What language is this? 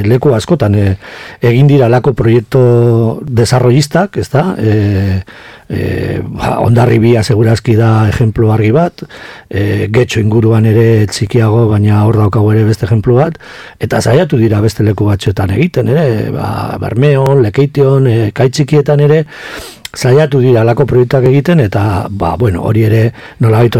Basque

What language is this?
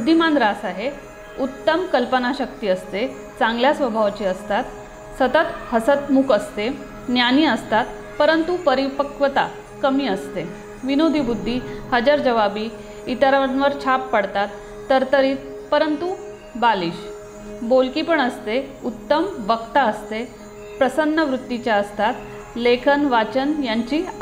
Marathi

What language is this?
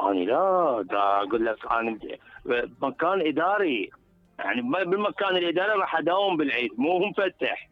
Mesopotamian Arabic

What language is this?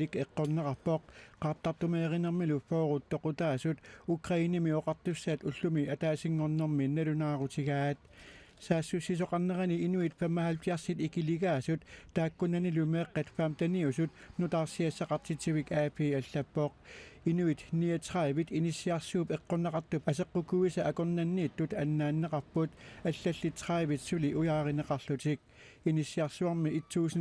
Kalaallisut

